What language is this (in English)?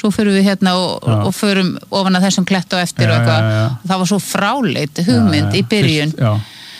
Icelandic